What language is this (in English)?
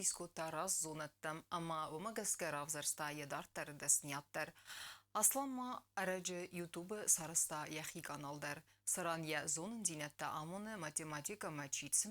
Ossetic